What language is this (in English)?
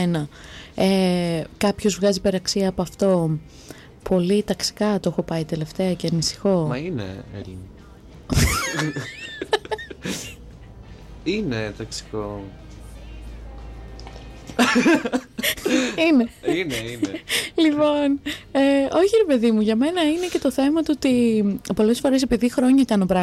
Greek